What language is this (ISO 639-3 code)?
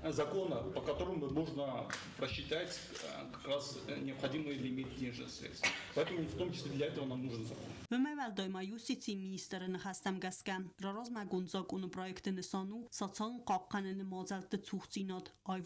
oss